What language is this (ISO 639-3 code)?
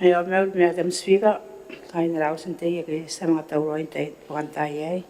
gil